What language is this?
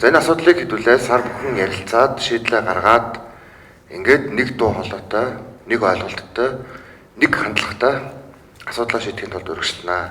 Mongolian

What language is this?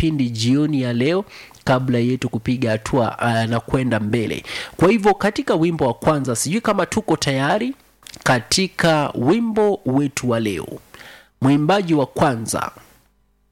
Swahili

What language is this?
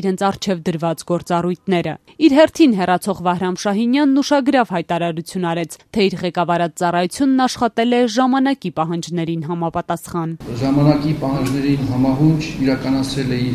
Armenian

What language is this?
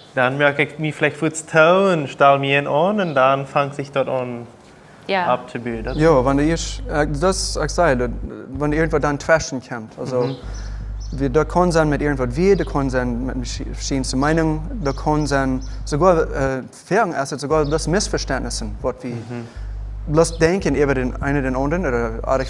Plautdietsch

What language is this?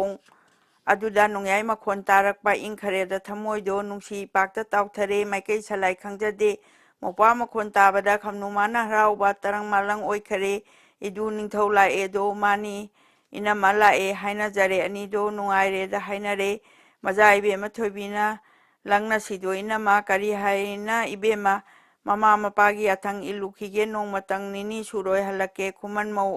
Manipuri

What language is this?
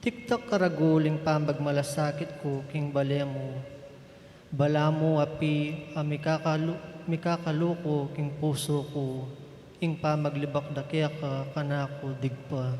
Pampanga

